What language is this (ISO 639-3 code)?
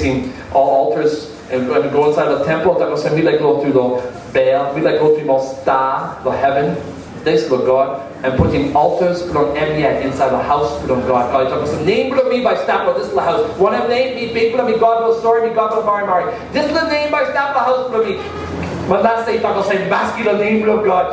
tpi